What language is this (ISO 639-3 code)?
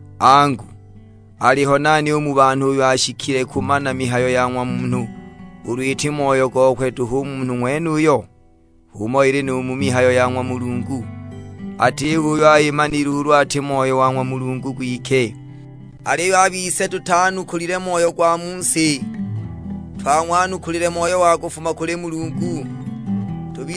suk